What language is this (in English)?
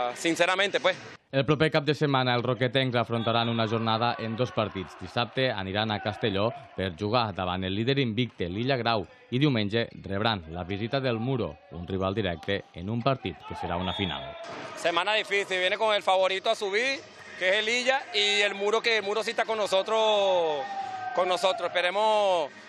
Catalan